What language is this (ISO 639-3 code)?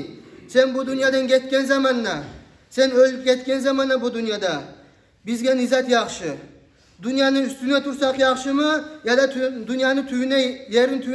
kum